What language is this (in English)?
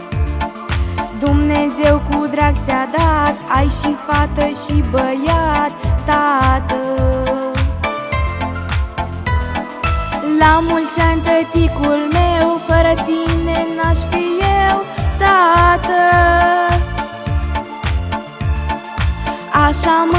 Romanian